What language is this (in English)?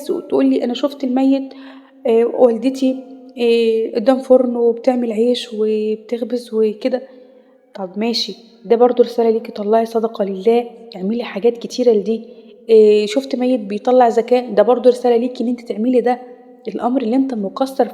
Egyptian Arabic